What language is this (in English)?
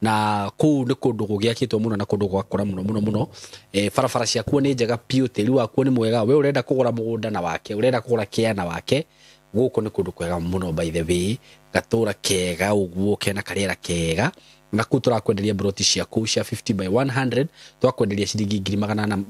Kikuyu